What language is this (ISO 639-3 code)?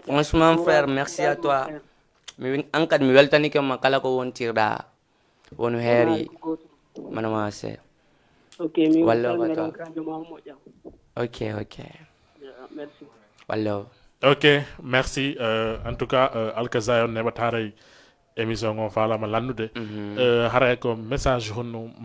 ful